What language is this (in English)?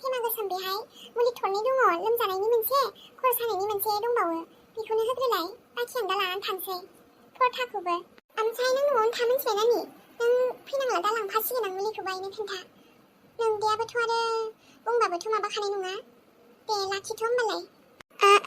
Bodo